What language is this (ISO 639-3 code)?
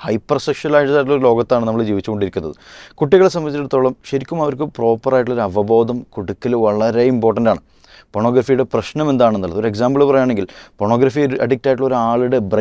mal